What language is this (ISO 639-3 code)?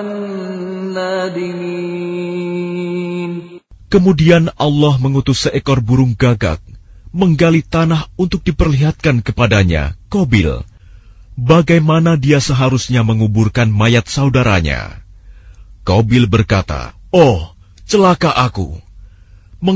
ind